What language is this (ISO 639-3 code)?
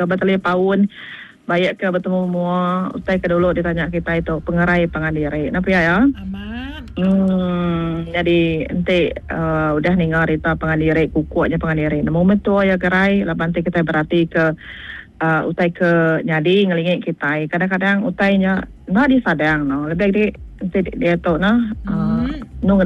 iba